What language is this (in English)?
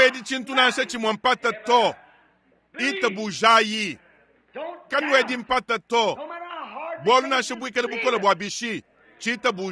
Luba-Lulua